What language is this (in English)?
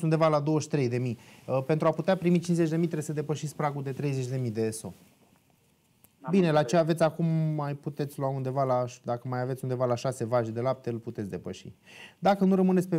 Romanian